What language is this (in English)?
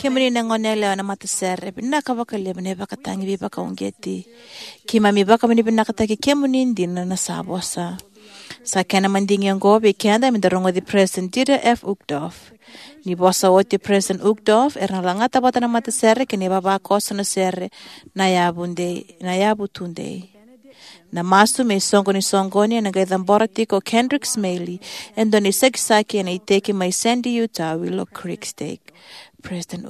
Fijian